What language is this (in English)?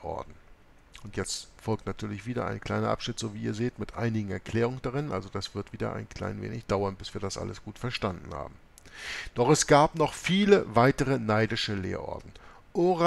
German